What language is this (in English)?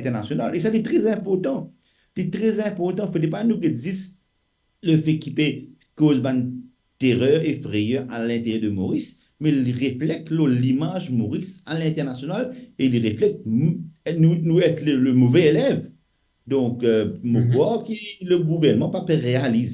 Morisyen